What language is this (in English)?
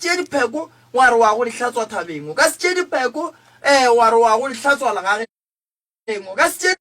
Northern Sotho